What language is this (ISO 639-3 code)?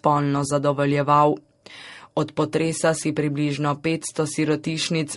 slv